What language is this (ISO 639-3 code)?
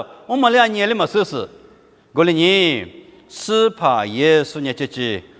lis